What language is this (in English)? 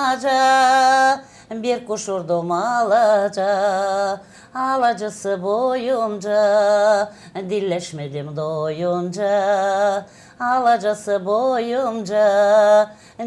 Gagauz